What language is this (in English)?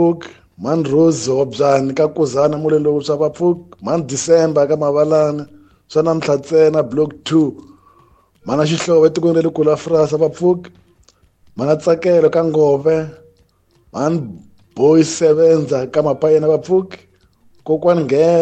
Tsonga